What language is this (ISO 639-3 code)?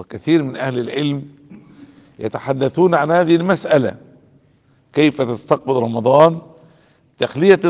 ara